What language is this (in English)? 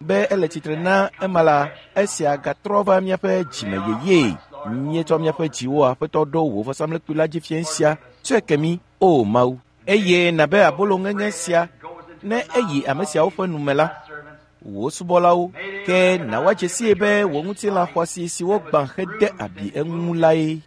Ewe